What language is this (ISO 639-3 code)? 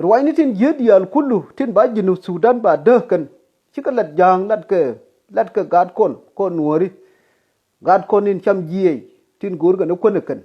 nus